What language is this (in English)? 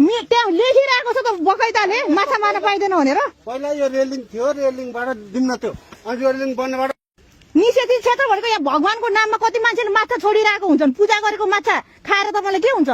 Nepali